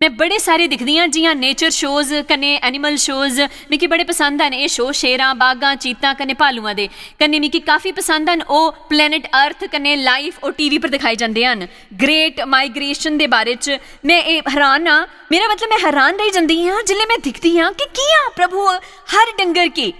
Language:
Dogri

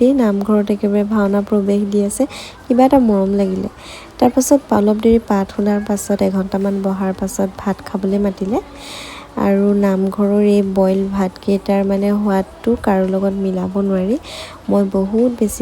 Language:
Assamese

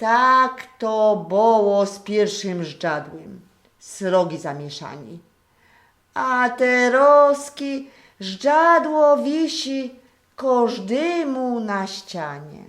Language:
Silesian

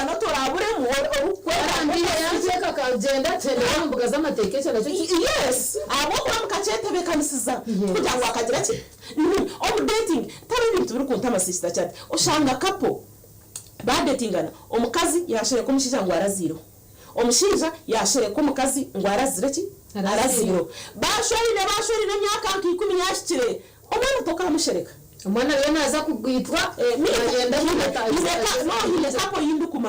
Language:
Nyankole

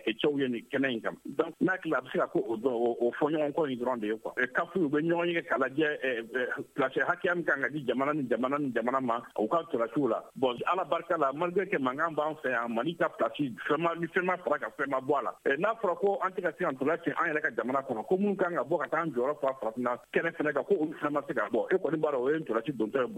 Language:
Bambara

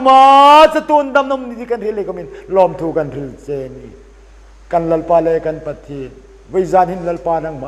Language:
Hmar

